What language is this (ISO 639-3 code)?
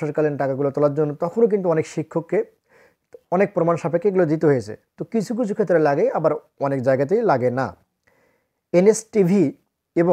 ben